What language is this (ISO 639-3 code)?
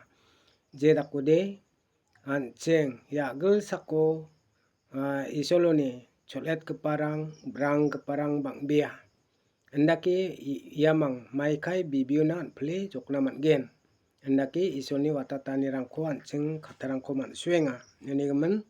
grt